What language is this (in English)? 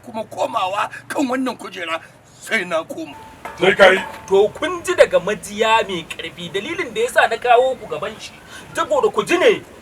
Hausa